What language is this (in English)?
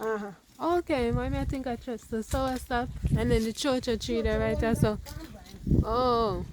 Jamaican Creole English